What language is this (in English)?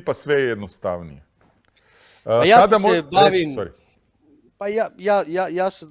Croatian